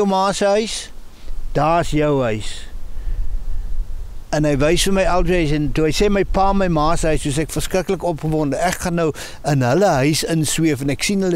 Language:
Afrikaans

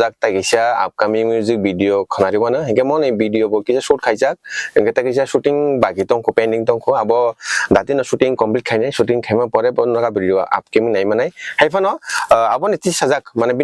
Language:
Kok Borok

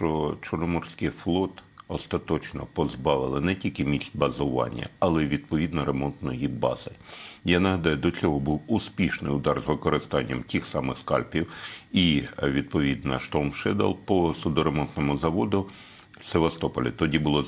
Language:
Ukrainian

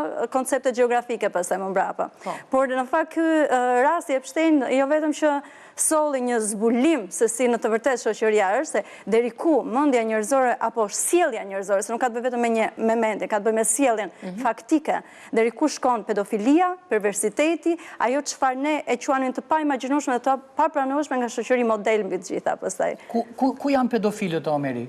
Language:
Albanian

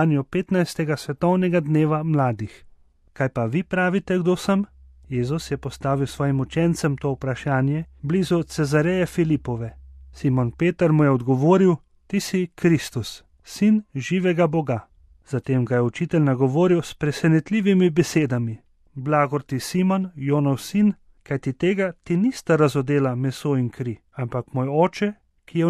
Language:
Slovenian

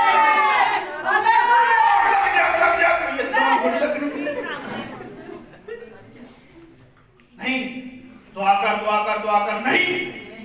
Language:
Punjabi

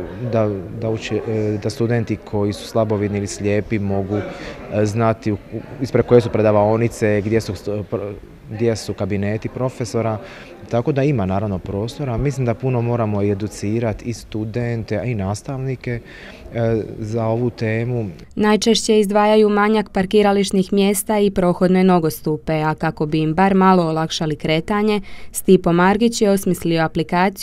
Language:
Croatian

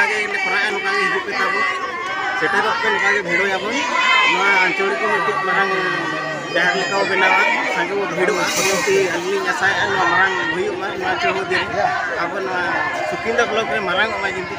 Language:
Santali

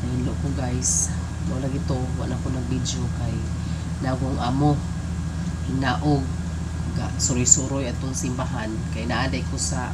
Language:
Cebuano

